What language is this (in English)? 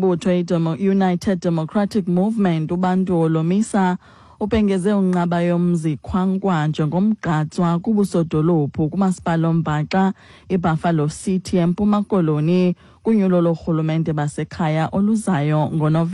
Xhosa